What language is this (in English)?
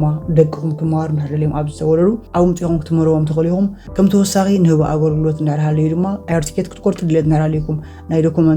Tigrinya